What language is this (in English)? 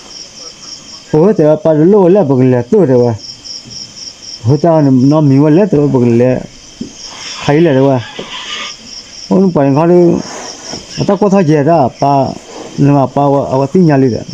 S'gaw Karen